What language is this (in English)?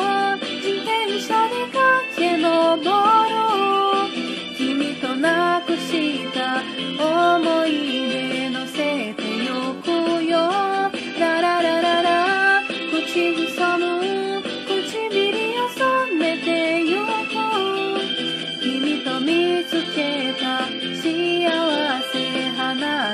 Japanese